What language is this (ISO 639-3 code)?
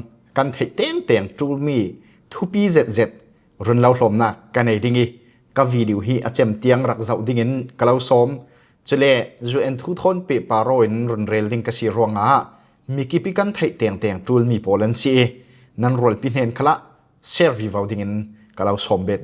cfm